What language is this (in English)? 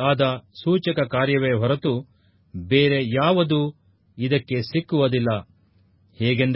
Kannada